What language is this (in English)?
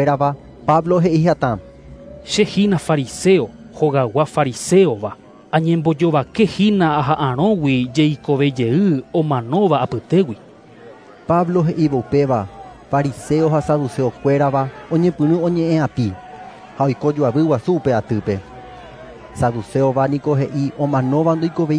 Guarani